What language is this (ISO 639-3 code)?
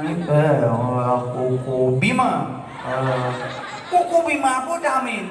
ace